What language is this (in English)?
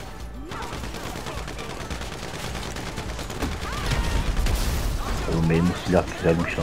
Turkish